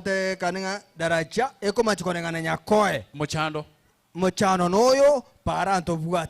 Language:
Gusii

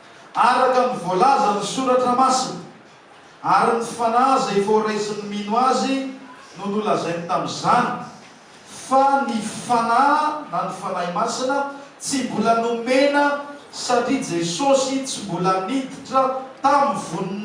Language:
Malagasy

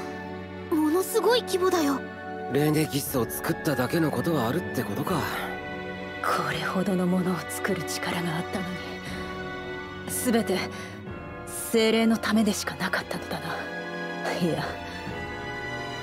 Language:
Japanese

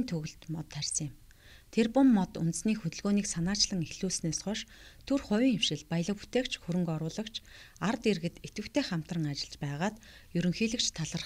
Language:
Mongolian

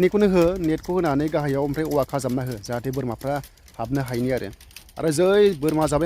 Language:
Bodo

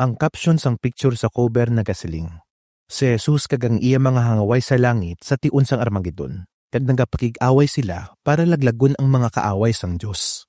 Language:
Hiligaynon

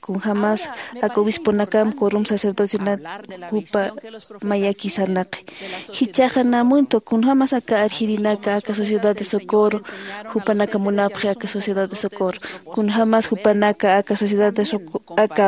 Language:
Aymara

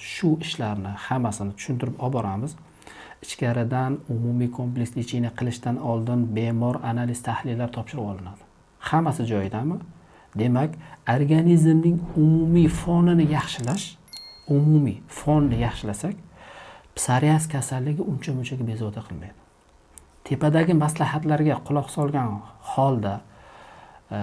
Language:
Uzbek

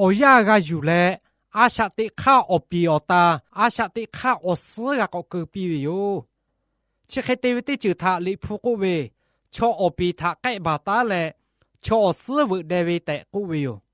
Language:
Lahu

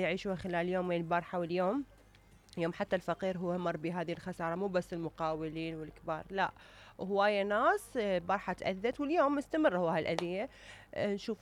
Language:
Mesopotamian Arabic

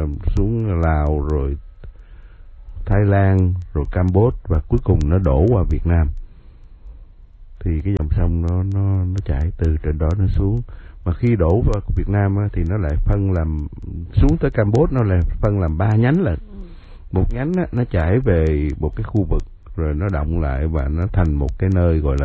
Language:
Vietnamese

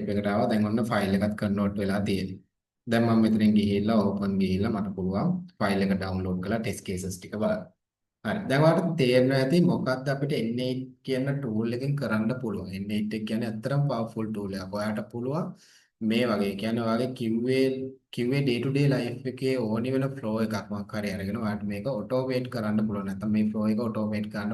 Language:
Sinhala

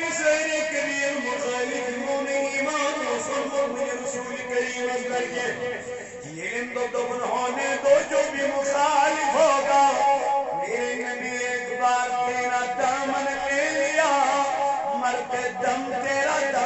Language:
Kashmiri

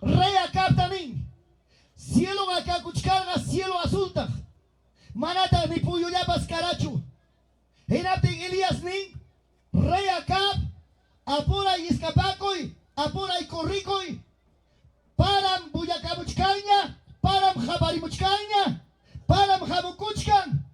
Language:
Ayacucho Quechua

